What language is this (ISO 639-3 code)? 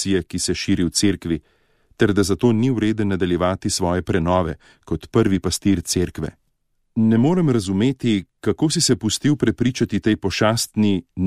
slv